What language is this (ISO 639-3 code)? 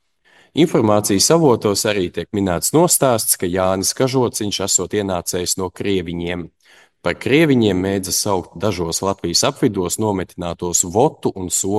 lav